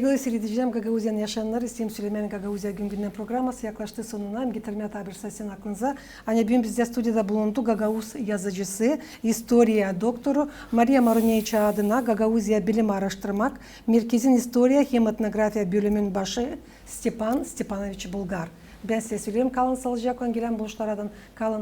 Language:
Gagauz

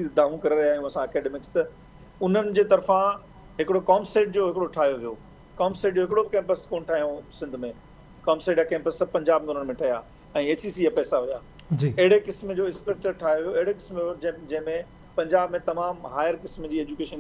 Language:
Sindhi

